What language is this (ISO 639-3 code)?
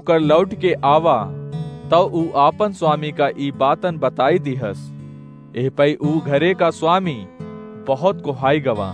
awa